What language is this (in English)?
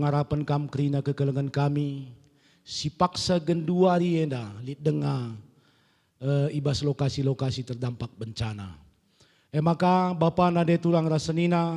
Batak Karo